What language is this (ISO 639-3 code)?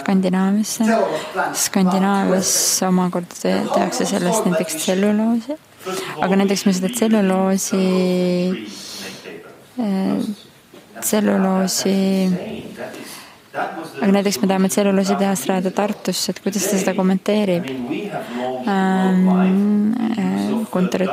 est